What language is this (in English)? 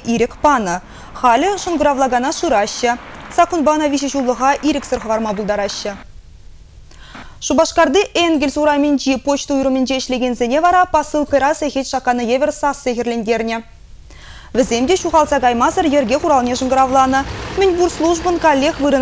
Chuvash